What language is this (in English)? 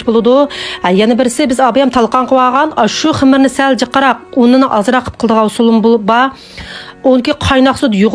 Uyghur